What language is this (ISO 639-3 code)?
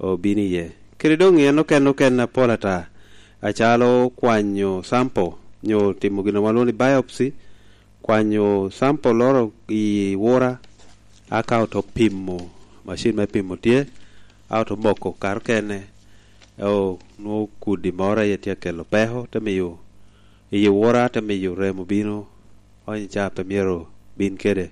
laj